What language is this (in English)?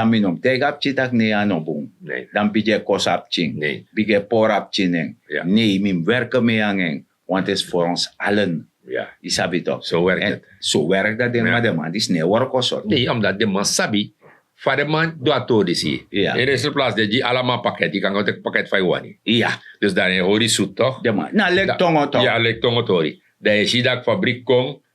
Sranan Tongo